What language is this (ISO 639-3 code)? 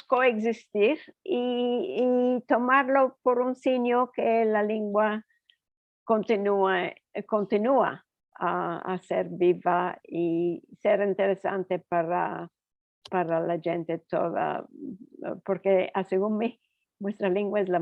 lad